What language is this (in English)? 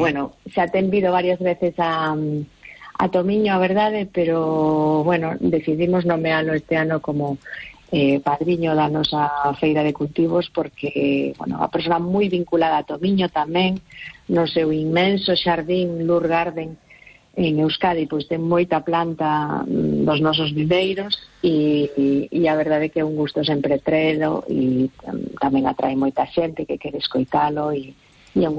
Galician